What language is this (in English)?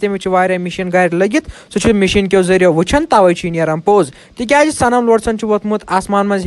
Kashmiri